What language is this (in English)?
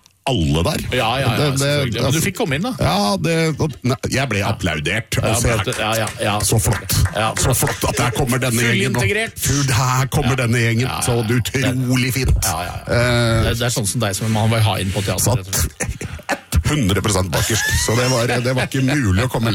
Norwegian